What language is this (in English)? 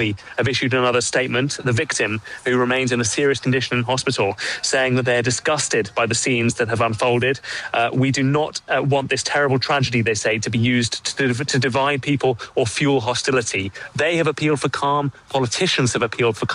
English